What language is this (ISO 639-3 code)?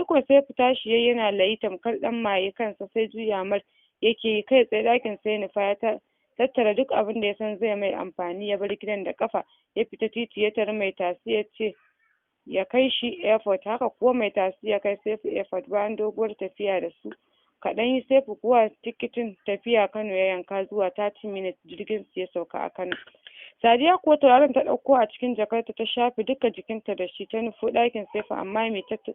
hau